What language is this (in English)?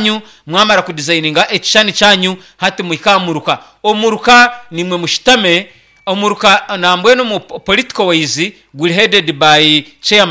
Nyankole